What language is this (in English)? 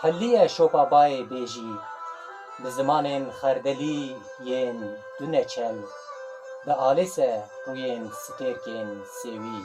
Kurdish